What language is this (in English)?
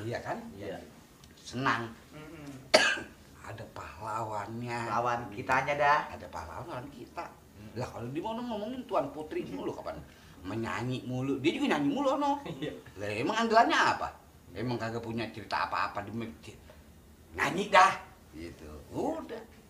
Betawi